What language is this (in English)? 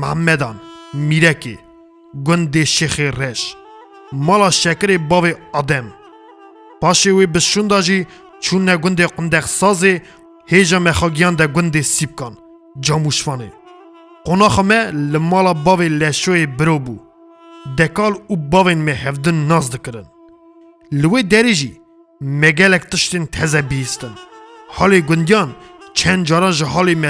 Kurdish